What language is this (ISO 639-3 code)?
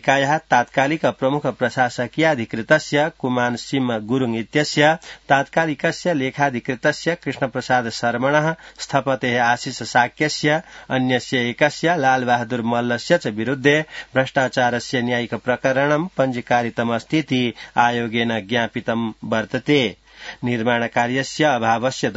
san